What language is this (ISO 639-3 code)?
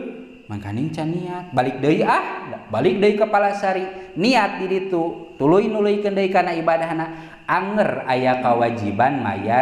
sun